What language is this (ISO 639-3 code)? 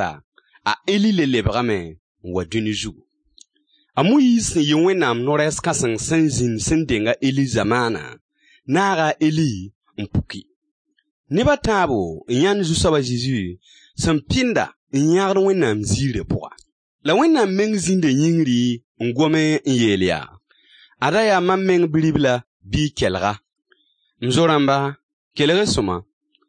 mos